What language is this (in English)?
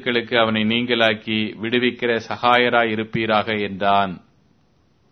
Tamil